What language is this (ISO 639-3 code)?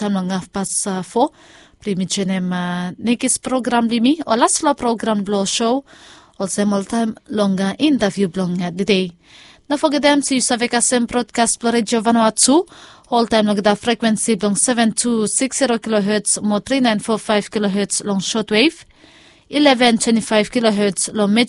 bis